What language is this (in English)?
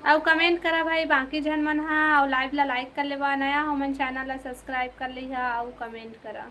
Chhattisgarhi